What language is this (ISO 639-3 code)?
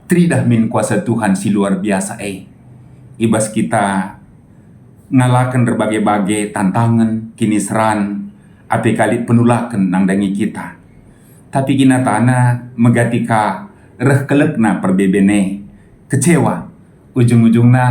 btx